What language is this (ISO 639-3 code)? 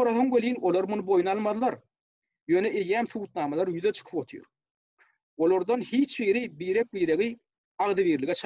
tuk